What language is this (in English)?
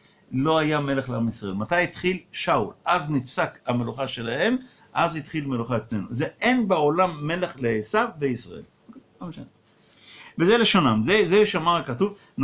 Hebrew